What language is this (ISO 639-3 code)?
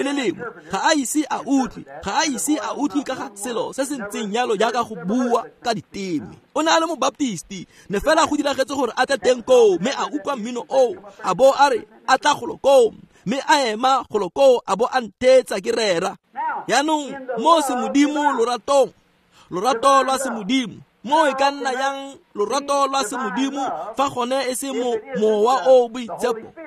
tsn